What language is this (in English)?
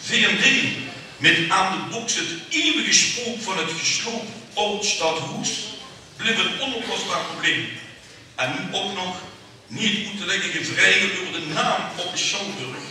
Limburgish